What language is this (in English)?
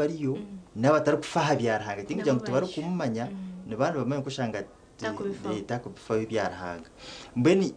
Nyankole